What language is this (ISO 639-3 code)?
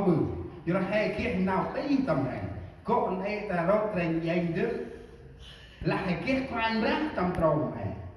cmo